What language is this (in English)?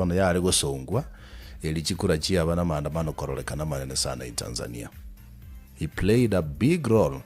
Gusii